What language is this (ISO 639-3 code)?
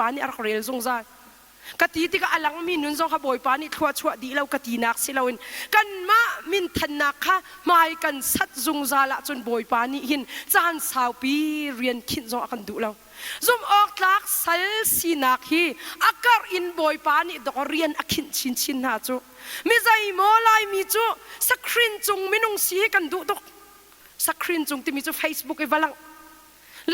cnh